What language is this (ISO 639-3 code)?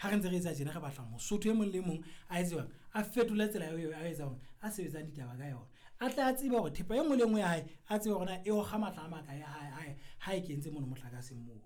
sot